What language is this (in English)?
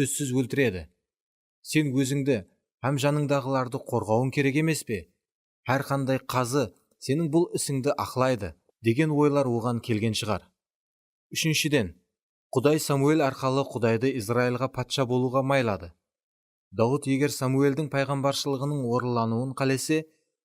Kara-Kalpak